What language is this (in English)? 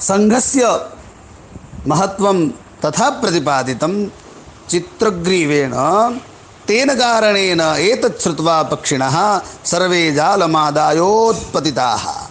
Sanskrit